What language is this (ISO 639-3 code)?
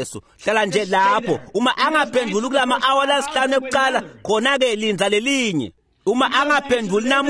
ssw